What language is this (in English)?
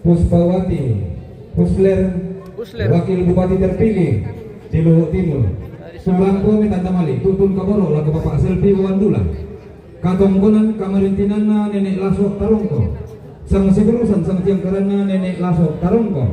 Toraja-Sa'dan